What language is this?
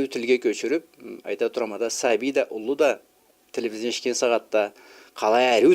Karachay-Balkar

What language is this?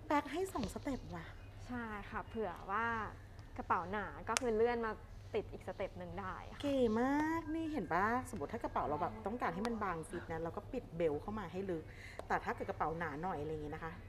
Thai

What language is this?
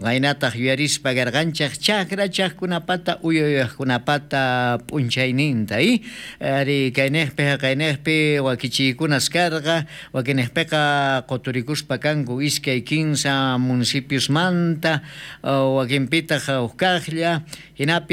South Bolivian Quechua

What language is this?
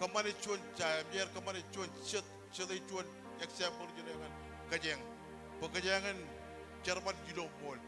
Marshallese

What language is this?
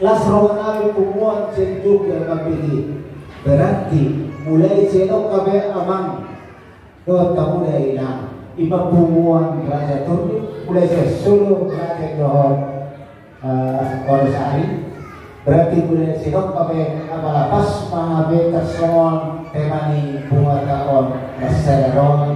Batak Toba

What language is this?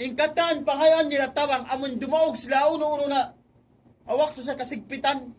Tausug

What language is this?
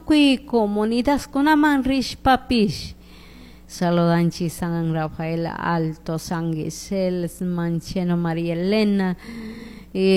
Chimborazo Highland Quichua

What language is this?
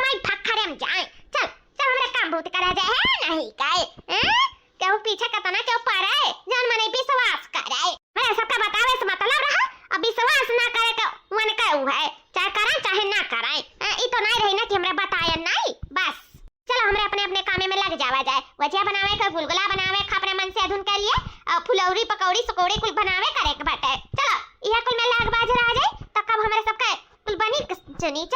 Awadhi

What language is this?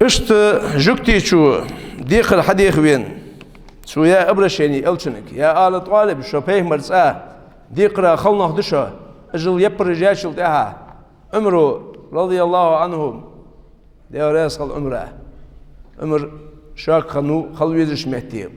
Ingush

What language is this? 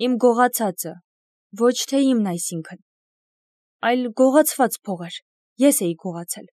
Armenian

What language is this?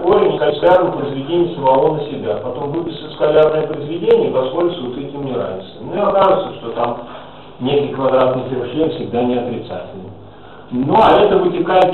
Russian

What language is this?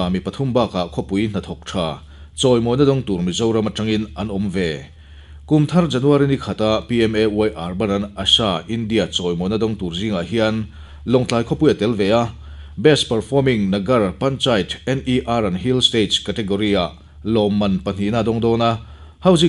Mizo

